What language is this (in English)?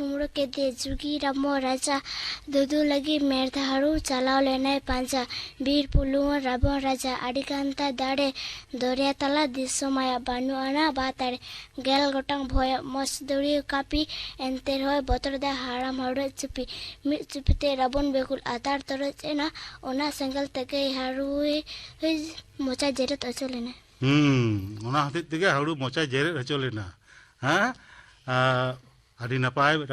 Santali